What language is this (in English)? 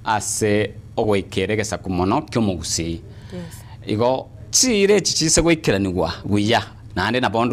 Gusii